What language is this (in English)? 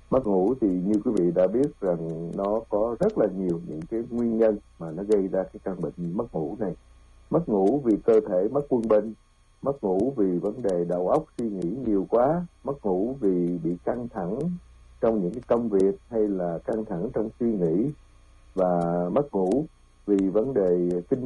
Vietnamese